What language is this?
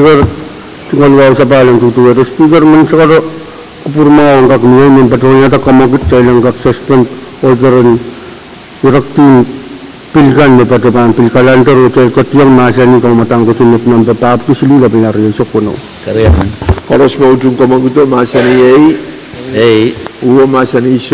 Pohnpeian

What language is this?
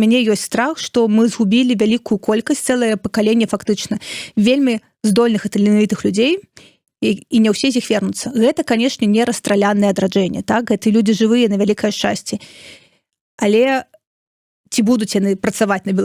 Belarusian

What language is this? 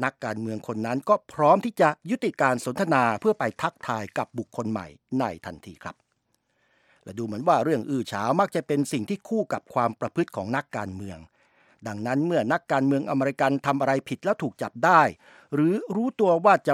Thai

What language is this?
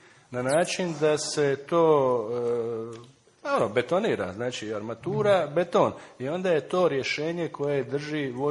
Croatian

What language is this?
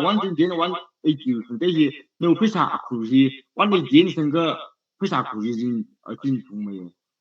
Tangkhul Naga (India)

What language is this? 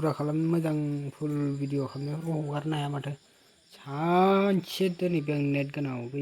Bodo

